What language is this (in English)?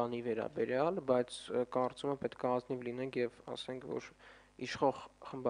Armenian